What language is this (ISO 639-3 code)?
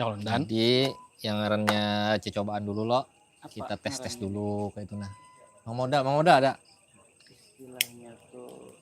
bjn